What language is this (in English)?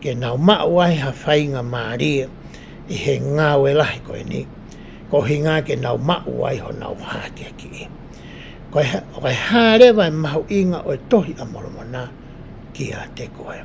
Tongan